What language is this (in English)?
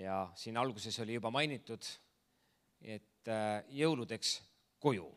Estonian